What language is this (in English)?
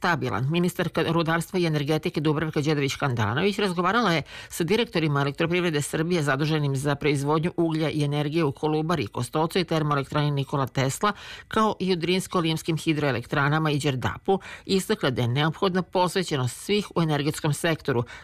Serbian